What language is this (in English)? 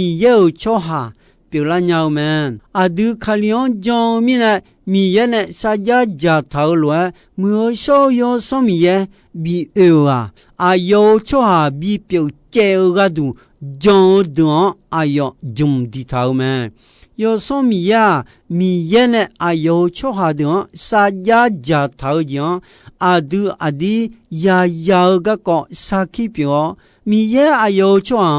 Akha